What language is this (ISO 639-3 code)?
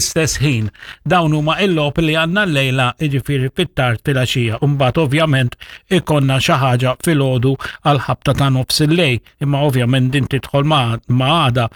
mlt